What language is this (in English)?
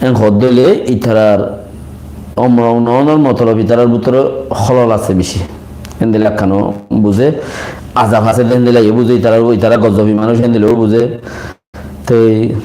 Rohingya